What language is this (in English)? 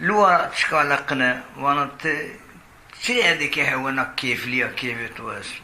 Zaza